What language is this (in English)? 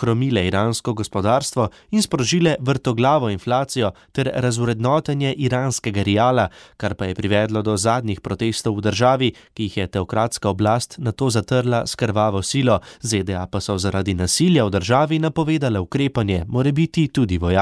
Slovenian